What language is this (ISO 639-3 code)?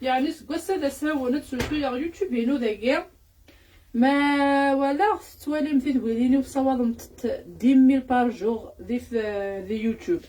kab